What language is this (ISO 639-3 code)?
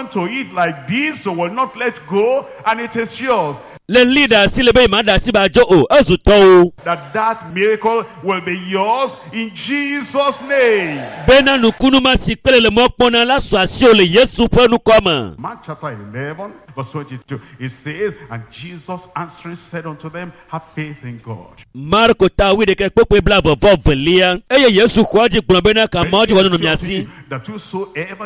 ewe